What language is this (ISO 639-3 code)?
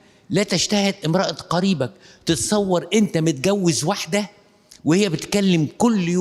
arz